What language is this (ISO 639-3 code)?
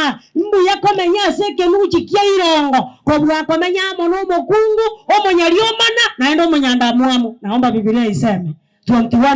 guz